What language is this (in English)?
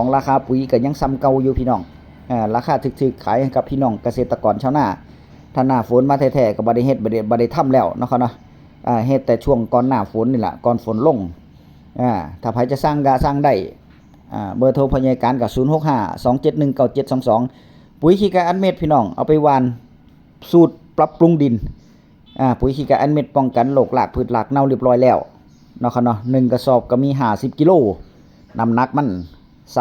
Northeastern Thai